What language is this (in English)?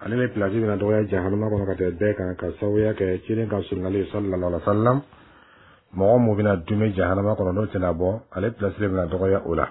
Bambara